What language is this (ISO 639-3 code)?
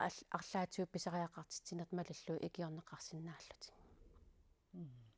kal